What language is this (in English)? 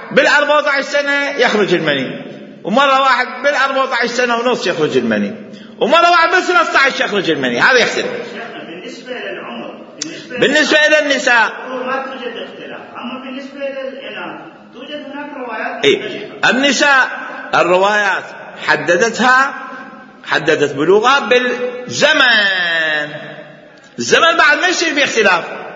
Mesopotamian Arabic